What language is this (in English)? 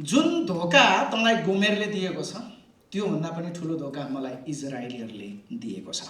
Nepali